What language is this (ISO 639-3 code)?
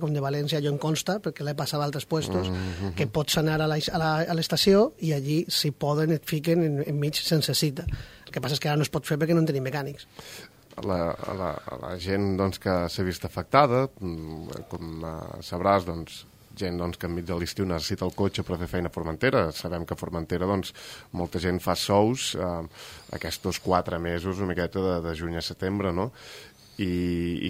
cat